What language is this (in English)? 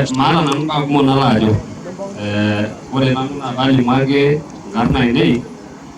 Masai